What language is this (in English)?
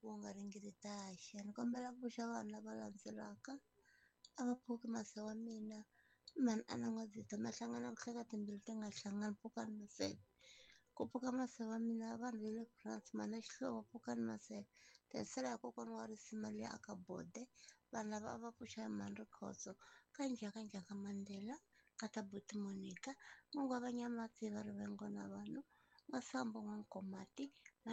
Tsonga